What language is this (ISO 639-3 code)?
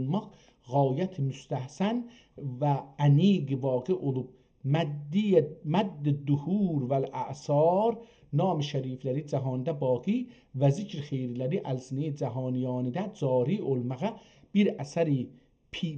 azb